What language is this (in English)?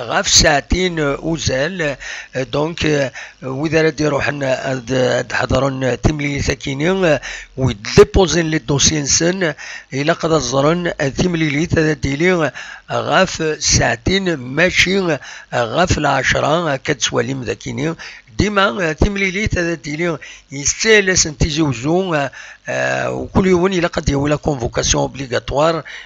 Kabyle